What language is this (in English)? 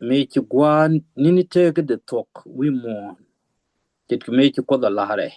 Nuer